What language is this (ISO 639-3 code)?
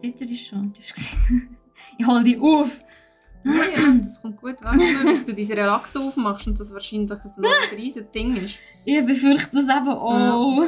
gsw